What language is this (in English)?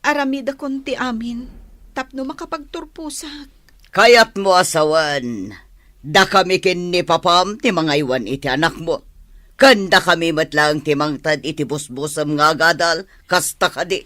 Iloko